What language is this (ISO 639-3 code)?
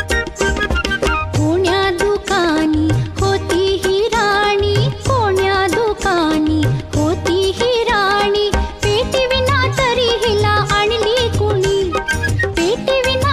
mar